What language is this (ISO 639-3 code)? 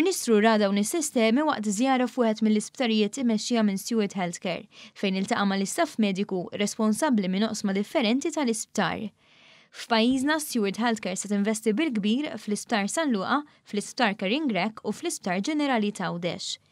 mlt